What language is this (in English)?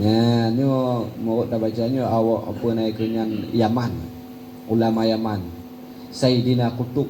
Achinese